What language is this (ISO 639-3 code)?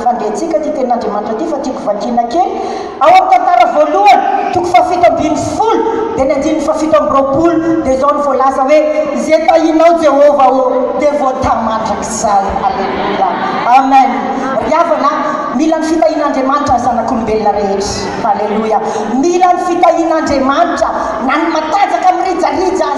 mlg